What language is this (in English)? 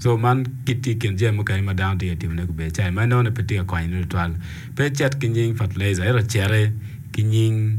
Acoli